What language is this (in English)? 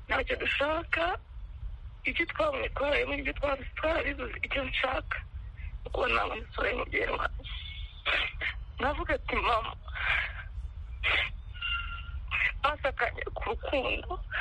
Kinyarwanda